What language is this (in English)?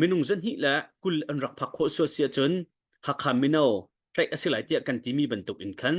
Hakha Chin